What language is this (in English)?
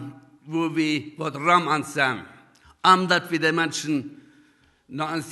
Plautdietsch